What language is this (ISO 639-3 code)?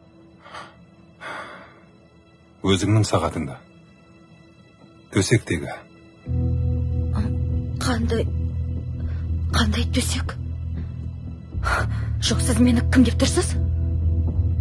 kaz